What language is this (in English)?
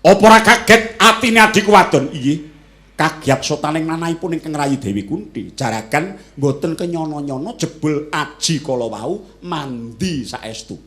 Javanese